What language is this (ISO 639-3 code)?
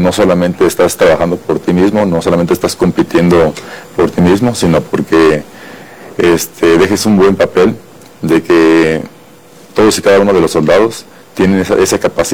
spa